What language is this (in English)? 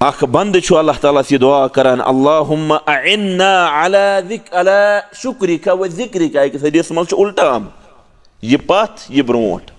Kashmiri